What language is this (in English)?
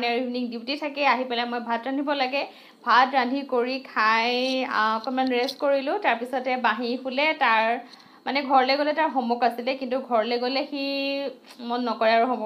Assamese